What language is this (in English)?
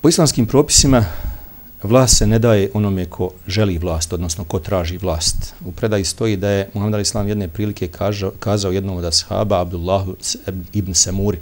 Bosnian